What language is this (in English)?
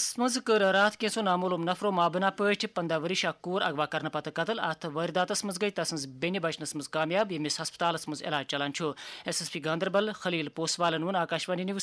Kashmiri